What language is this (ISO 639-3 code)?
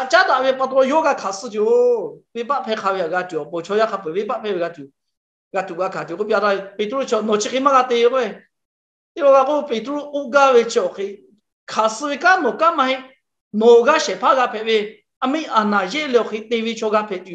lhu